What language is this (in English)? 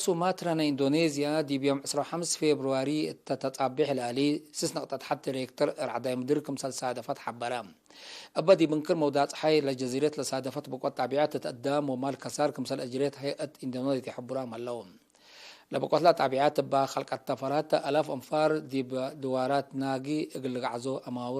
Tigre